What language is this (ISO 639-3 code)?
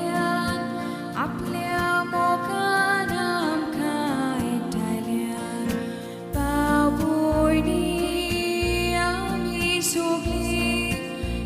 kok